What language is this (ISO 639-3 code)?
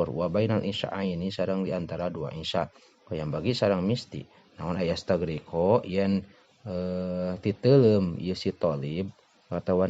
sun